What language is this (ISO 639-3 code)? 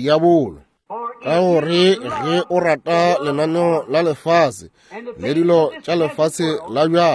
nso